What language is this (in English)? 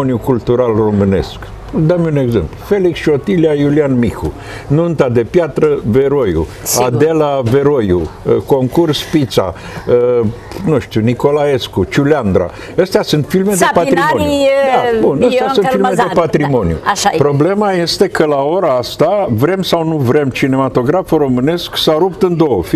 Romanian